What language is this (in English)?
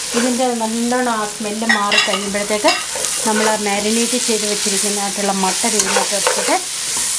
Malayalam